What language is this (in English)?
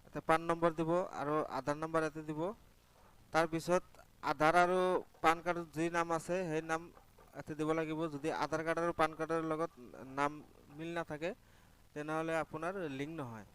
Assamese